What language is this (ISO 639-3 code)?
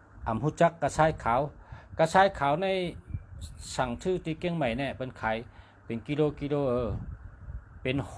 shn